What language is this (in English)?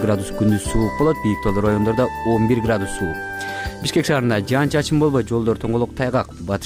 Kyrgyz